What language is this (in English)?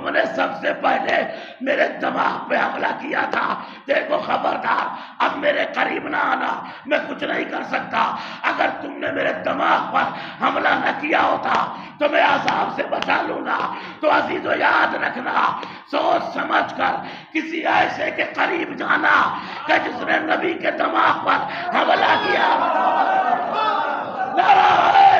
Urdu